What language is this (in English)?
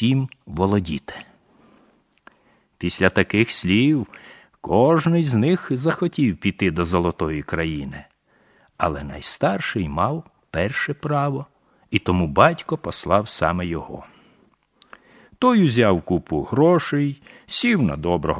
Ukrainian